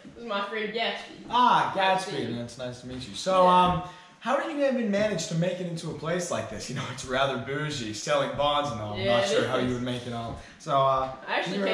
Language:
English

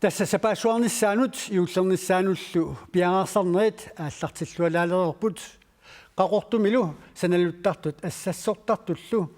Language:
Kalaallisut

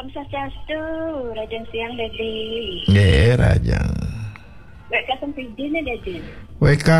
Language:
Balinese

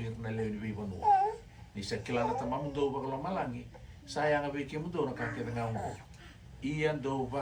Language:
Fijian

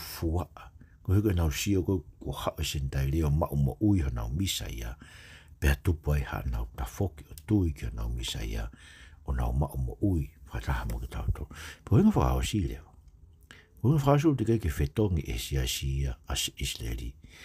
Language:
Tongan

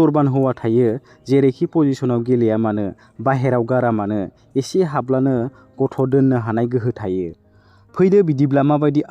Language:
Bodo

